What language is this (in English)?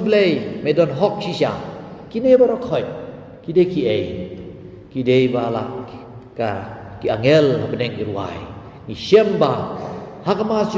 Khasi